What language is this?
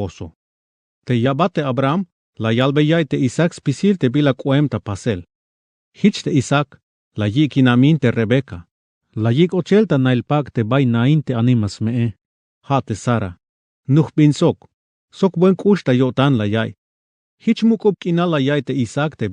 Tzeltal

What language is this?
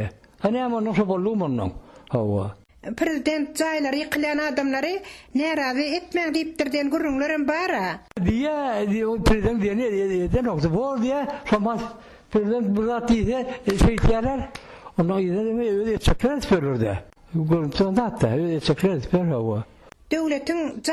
Turkmen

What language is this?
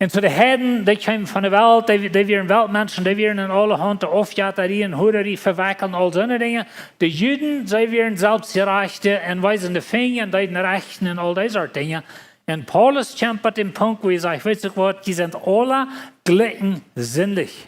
Plautdietsch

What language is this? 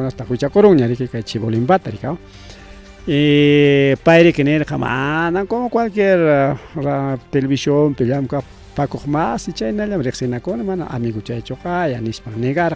Ayacucho Quechua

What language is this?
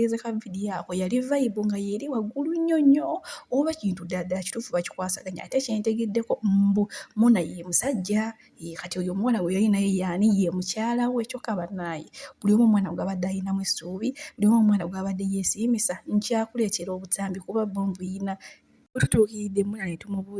Ganda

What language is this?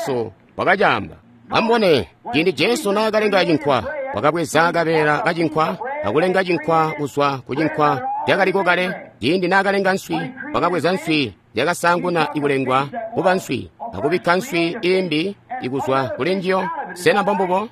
Tonga (Zambia)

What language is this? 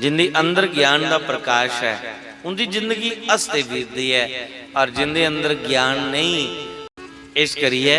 Dogri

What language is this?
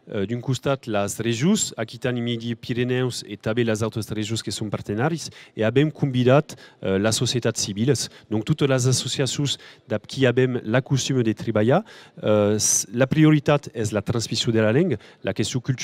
Occitan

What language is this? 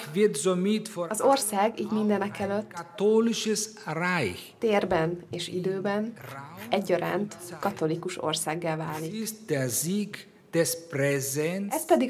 Hungarian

